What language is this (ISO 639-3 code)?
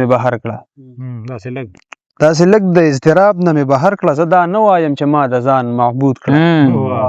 pus